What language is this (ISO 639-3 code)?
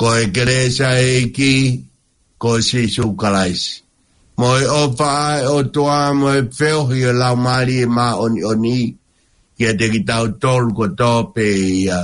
ton